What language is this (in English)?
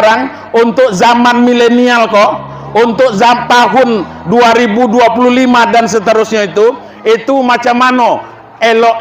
Minangkabau